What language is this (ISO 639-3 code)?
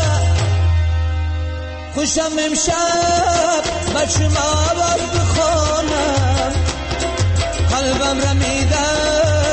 fas